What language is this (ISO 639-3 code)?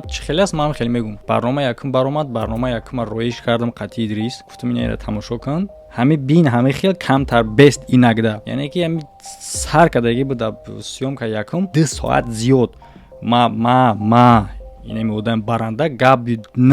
tgk